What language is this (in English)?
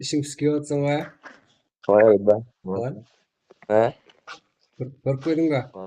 Kara-Kalpak